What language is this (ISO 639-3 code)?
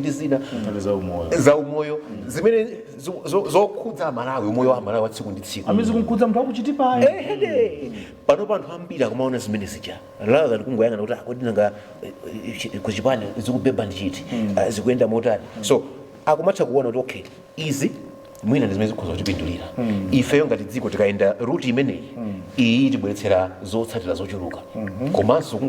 nya